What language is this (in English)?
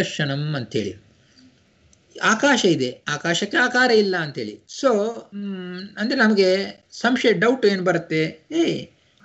Kannada